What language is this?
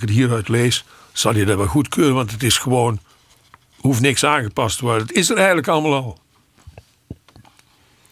Dutch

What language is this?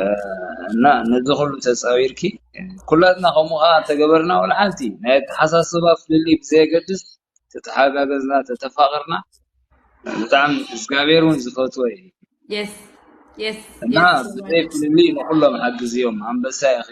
Tigrinya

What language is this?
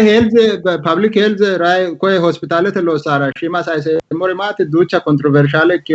Sidamo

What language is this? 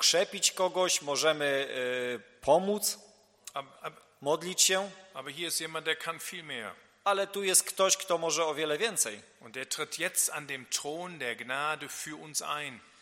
Polish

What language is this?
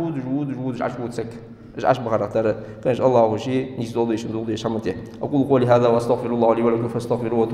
Ingush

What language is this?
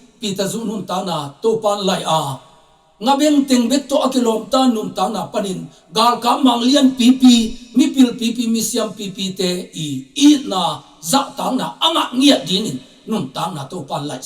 Tedim Chin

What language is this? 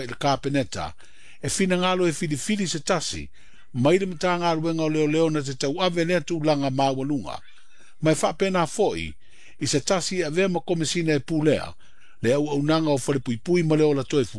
Samoan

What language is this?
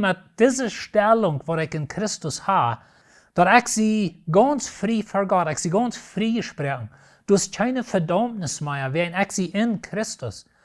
Plautdietsch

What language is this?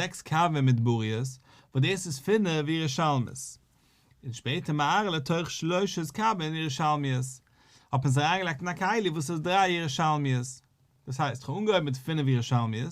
Yiddish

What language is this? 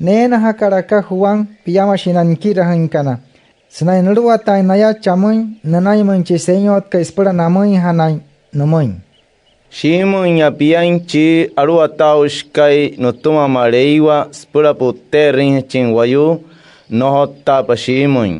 Wayuu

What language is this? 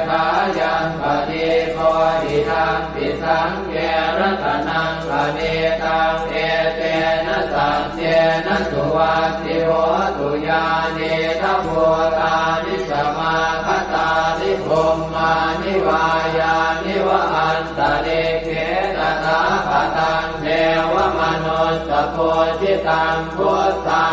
Pali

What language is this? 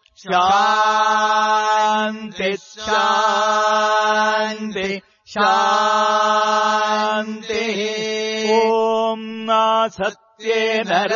Sanskrit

